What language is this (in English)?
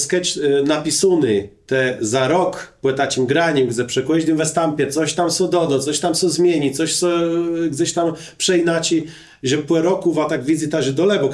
Kashubian